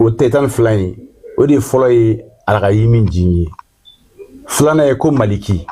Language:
Bambara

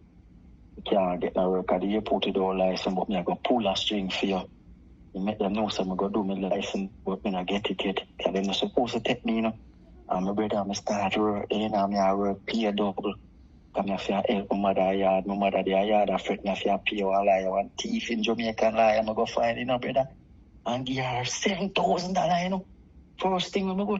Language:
Jamaican Creole English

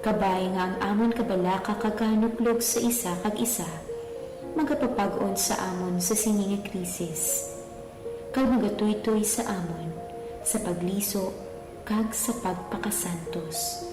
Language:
Hiligaynon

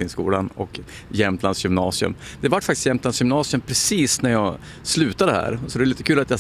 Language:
Swedish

